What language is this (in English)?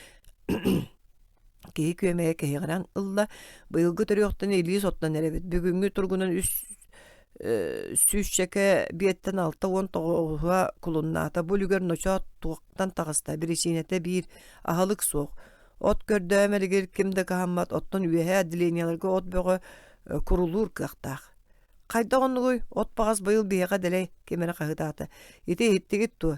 Yakut